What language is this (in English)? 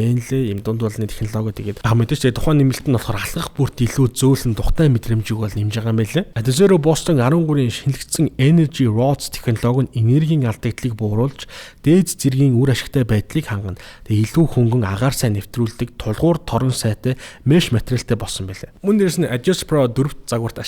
Mongolian